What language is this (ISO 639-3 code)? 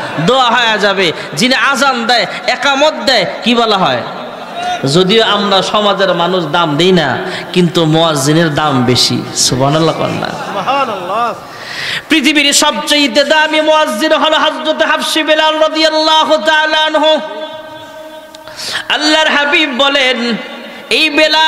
ben